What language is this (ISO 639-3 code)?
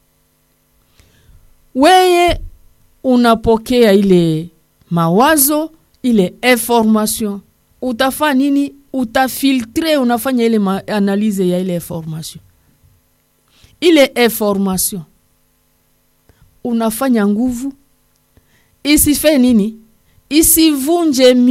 swa